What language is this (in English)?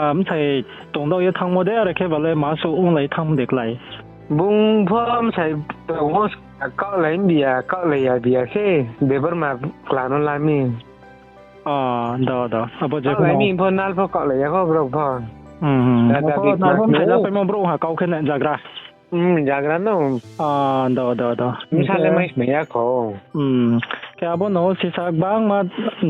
Riang (India)